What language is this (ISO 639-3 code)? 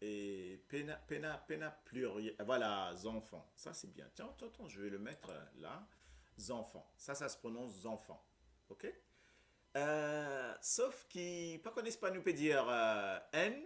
mfe